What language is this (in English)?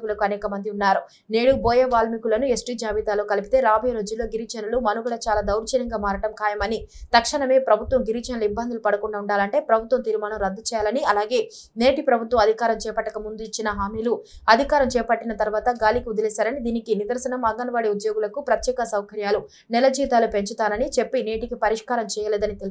Telugu